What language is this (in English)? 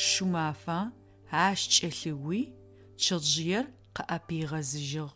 Adyghe